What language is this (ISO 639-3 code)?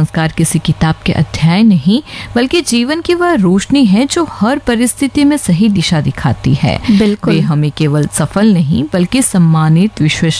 hin